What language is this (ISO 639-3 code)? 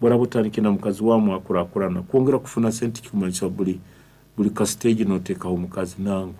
nyn